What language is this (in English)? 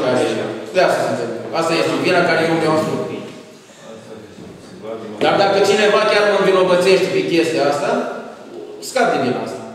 Romanian